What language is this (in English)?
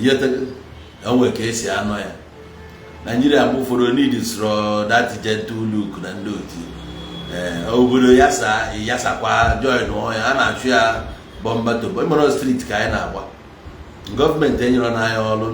Igbo